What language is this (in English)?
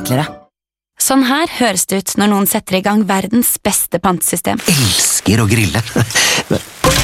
Norwegian